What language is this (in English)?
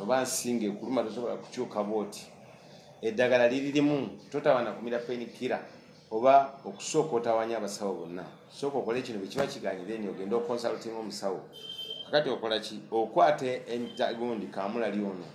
Ganda